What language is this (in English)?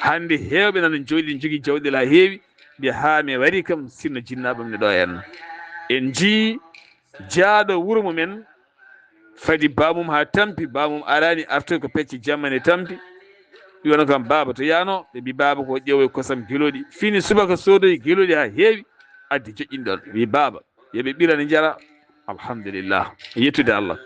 Fula